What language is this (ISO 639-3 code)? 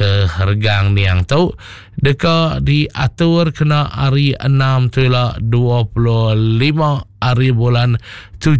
iba